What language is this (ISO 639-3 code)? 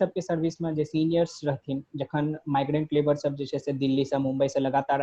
mai